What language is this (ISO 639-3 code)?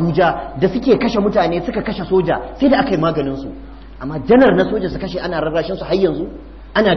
hau